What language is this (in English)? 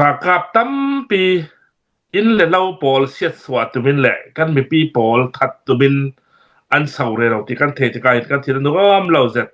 Hakha Chin